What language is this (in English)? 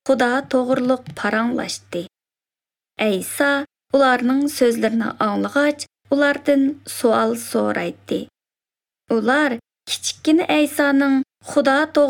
Uzbek